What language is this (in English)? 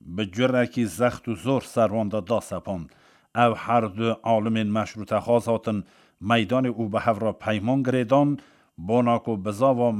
Kurdish